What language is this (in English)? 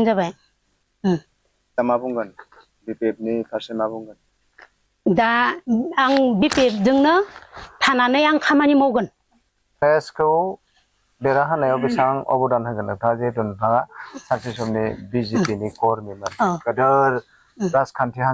Bodo